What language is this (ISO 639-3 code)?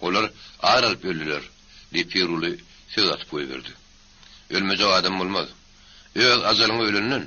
tuk